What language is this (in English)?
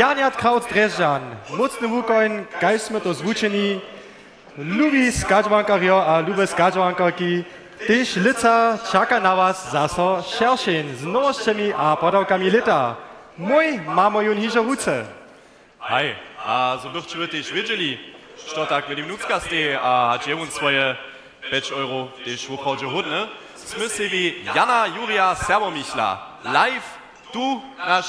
Upper Sorbian